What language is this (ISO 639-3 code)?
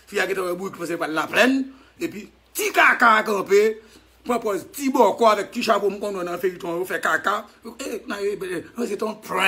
hat